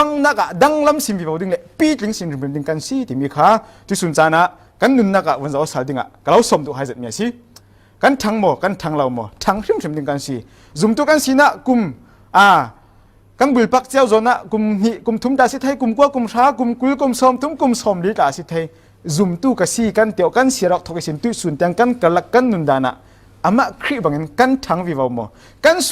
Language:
Falam Chin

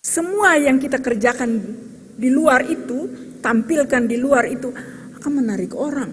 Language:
Ambonese Malay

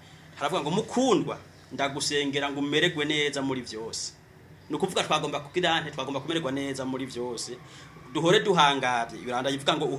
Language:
Rundi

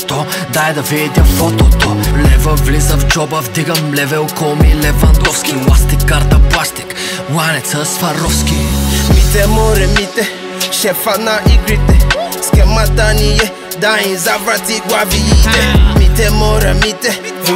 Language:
Bulgarian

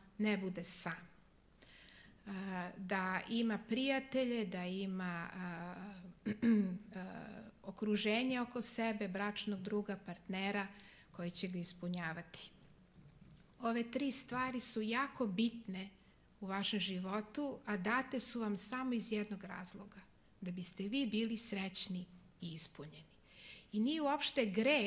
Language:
Serbian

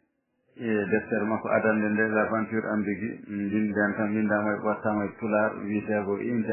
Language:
Fula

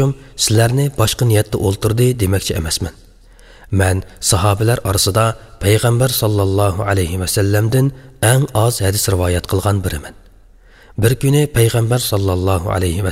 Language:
Uyghur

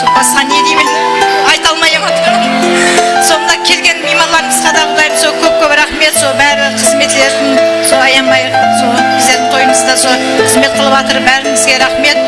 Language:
Kara-Kalpak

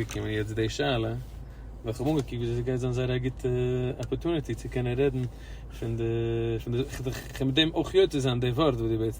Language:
Yiddish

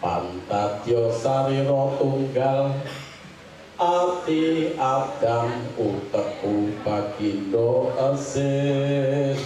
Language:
Javanese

